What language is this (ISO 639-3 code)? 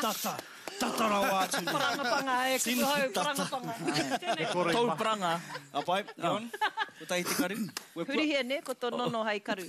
mri